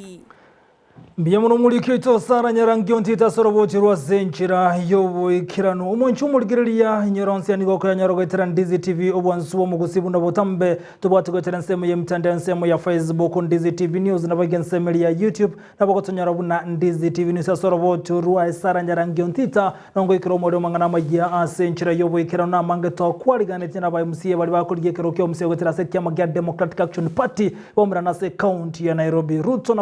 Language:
Gusii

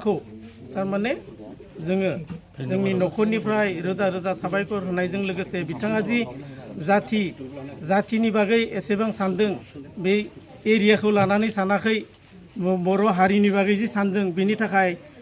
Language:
Bodo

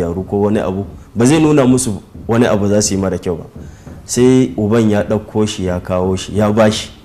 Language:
Hausa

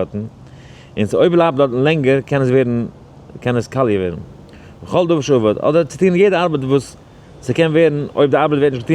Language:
Yiddish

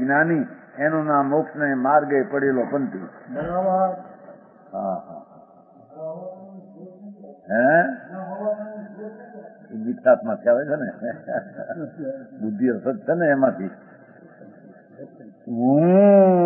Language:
Gujarati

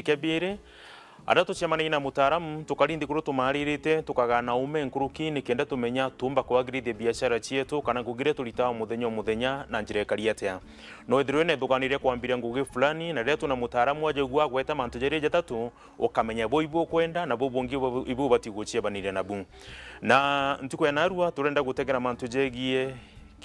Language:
Meru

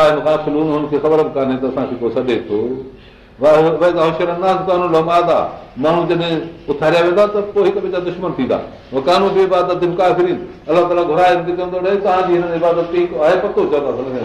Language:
Sindhi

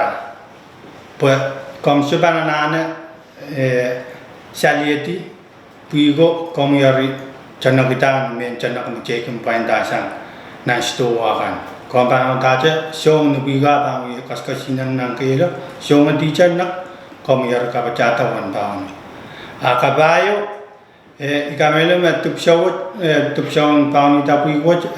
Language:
Pohnpeian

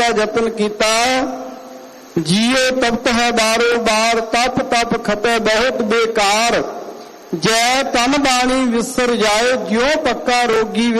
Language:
Punjabi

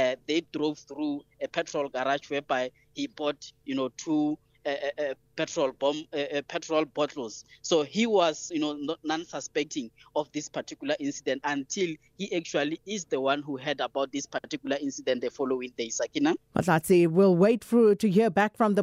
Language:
English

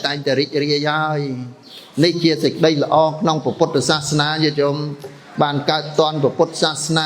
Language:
Khmer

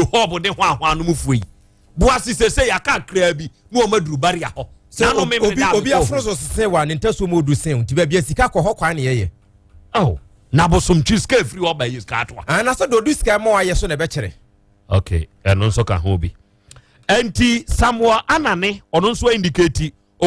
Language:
Akan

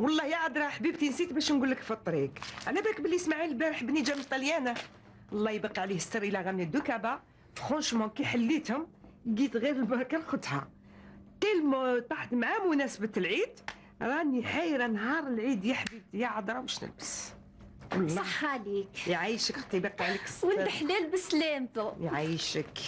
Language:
Algerian Arabic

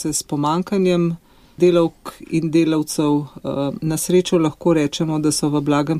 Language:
Slovenian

